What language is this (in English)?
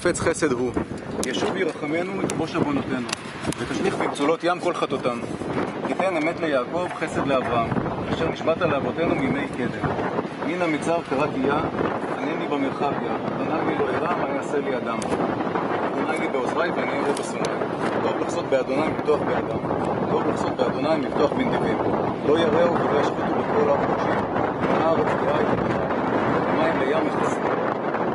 Hebrew